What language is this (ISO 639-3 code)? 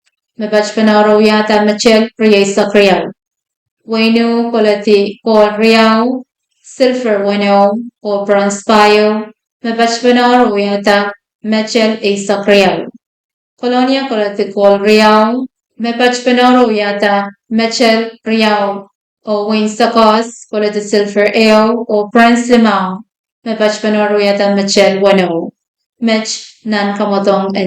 pon